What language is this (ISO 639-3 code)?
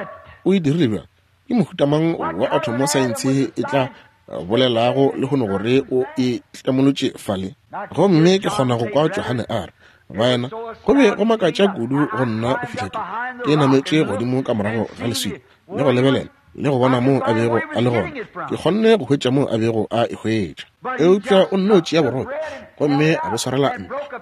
nso